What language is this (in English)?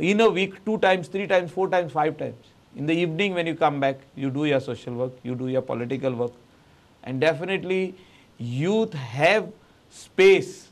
Konkani